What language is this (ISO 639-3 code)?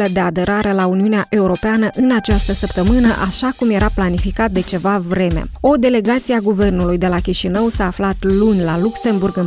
ron